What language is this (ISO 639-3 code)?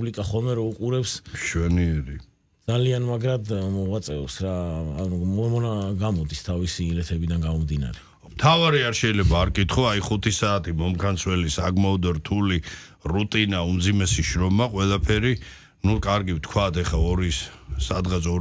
kat